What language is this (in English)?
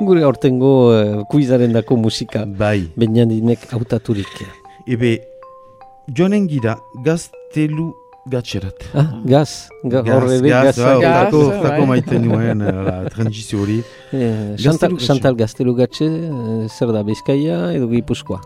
Basque